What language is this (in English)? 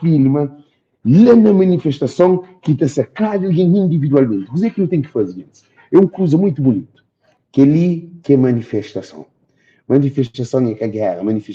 Kabuverdianu